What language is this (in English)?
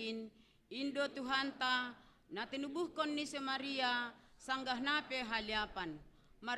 Batak Simalungun